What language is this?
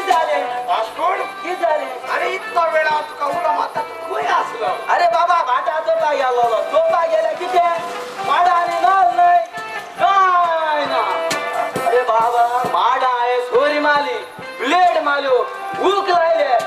Konkani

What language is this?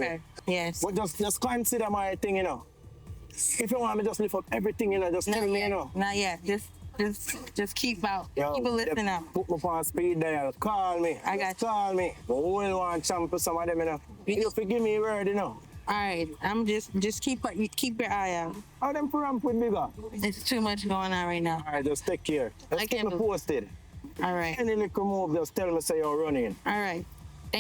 Jamaican Creole English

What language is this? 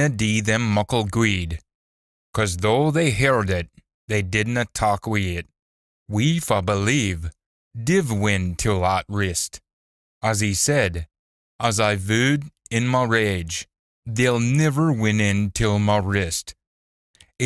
Scots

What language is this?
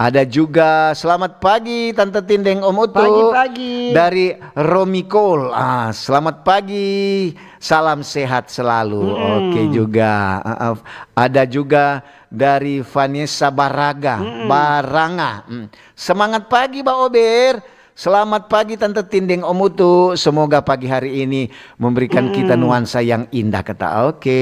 Manado Malay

